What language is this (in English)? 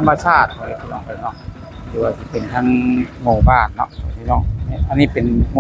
Lao